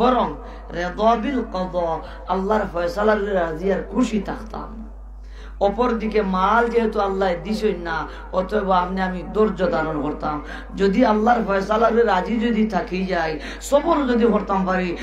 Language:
Sylheti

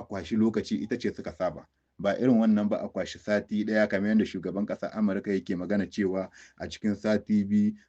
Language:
Hausa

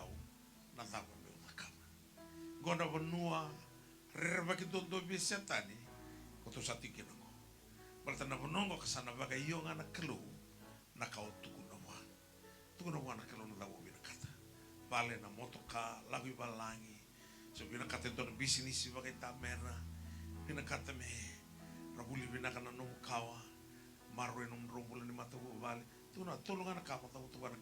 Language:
Fijian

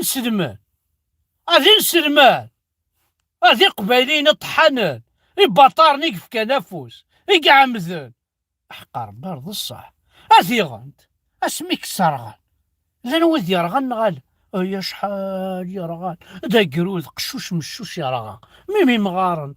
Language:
Kabyle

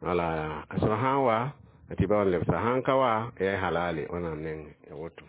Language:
Mossi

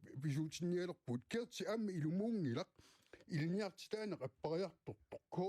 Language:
Kalaallisut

